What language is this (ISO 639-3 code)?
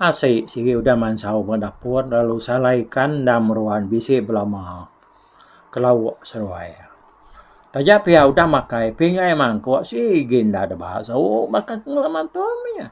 iba